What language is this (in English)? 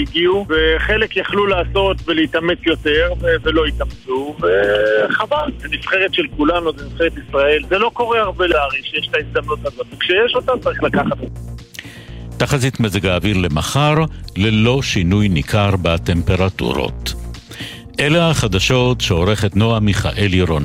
Hebrew